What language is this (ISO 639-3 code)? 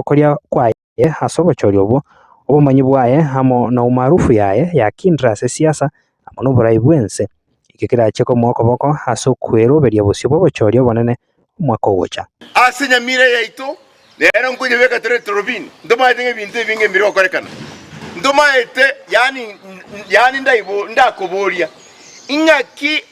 guz